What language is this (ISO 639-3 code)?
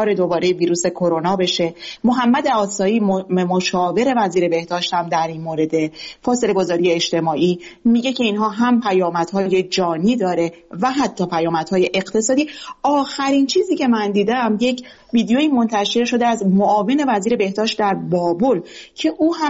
fas